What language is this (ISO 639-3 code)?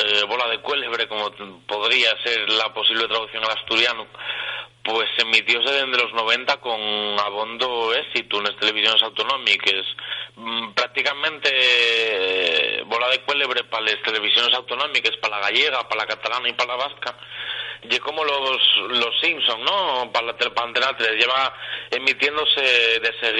ast